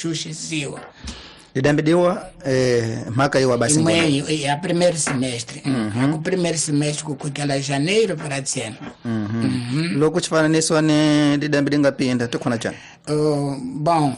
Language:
Tsonga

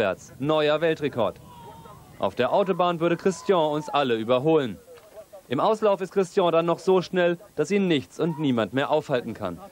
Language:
German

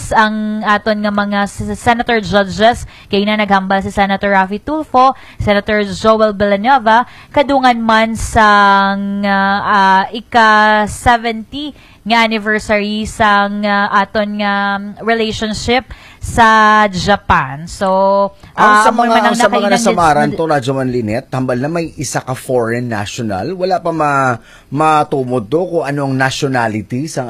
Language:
Hiligaynon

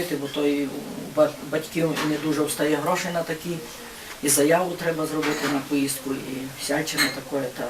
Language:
Rusyn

